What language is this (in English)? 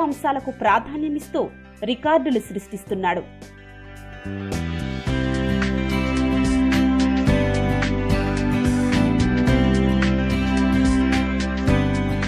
Telugu